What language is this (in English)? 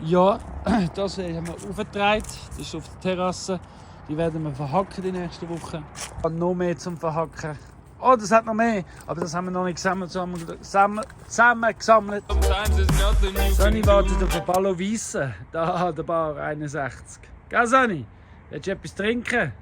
Swiss German